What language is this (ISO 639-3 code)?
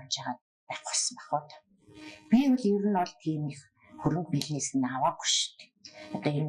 mon